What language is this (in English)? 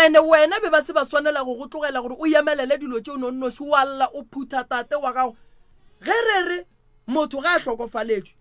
Northern Sotho